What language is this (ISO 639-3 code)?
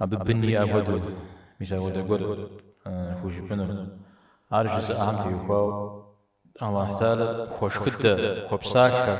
kbd